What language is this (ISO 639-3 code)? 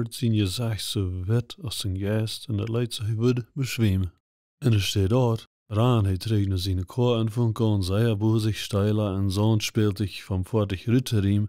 pdt